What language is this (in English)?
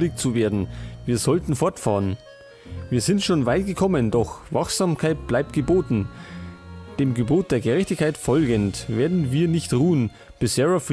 Bavarian